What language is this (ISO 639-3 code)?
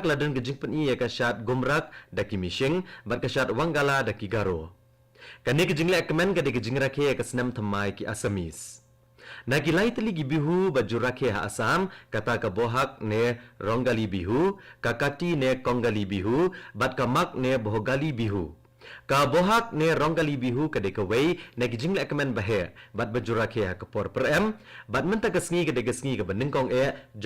kha